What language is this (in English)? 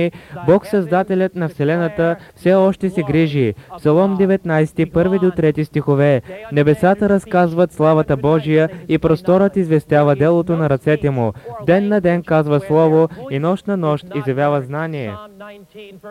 Bulgarian